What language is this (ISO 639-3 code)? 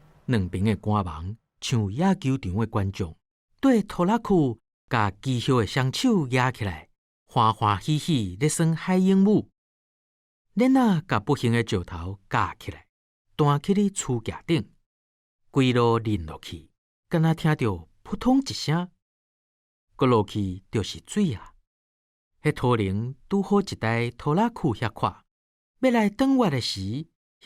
nan